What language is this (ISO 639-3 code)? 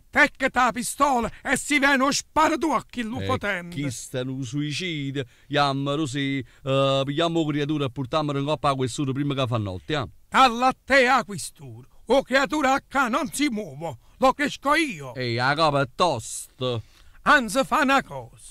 nap